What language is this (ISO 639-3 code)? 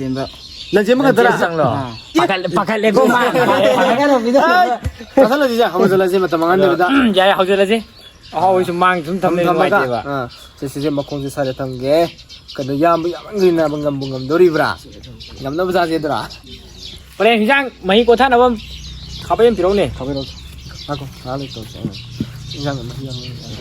mni